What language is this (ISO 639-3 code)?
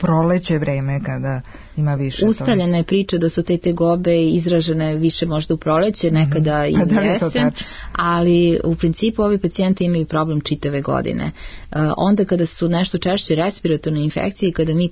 srp